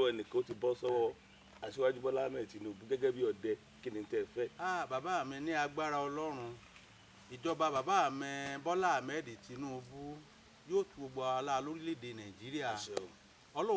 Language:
Yoruba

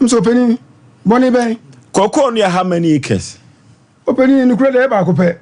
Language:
Akan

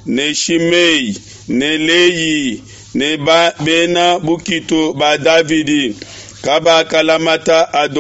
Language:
Luba-Lulua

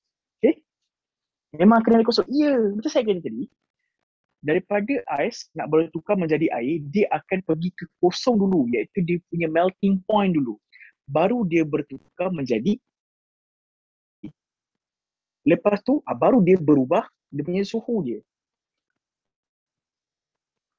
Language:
Malay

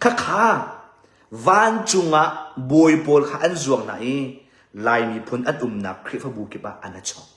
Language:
Hakha Chin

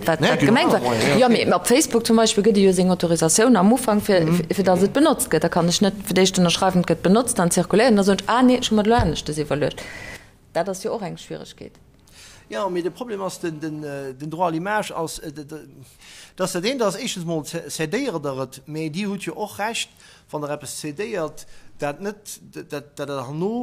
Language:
Luxembourgish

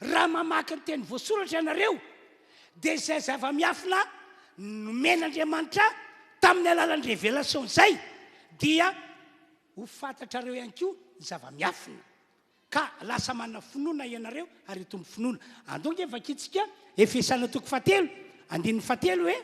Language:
Malagasy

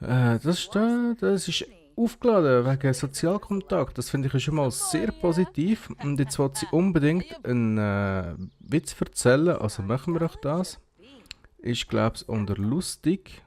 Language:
Swiss German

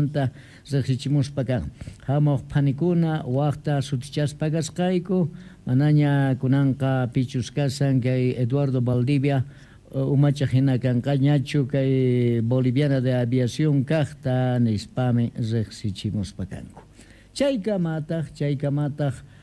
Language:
Quechua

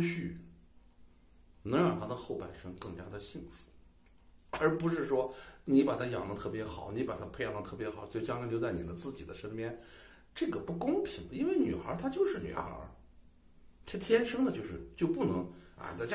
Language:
Chinese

